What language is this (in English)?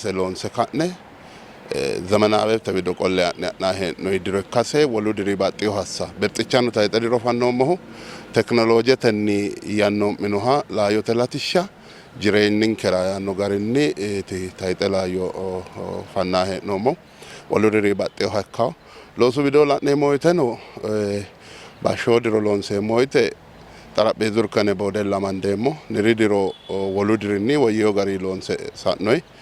Sidamo